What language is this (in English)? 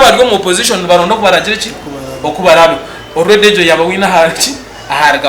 Nyankole